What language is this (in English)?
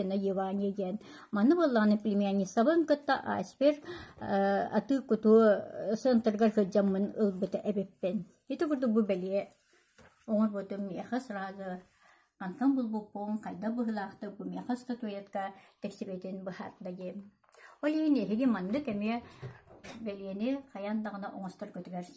Yakut